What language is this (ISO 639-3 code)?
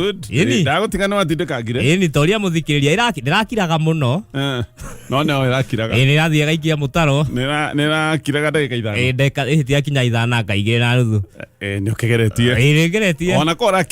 kik